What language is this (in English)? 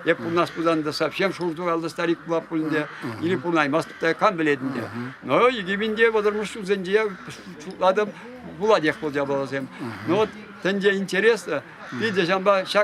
Chuvash